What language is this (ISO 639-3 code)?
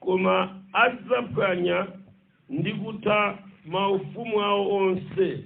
nya